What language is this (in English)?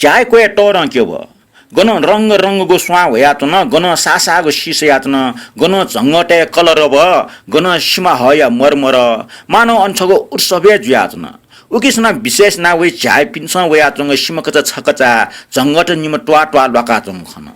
Newari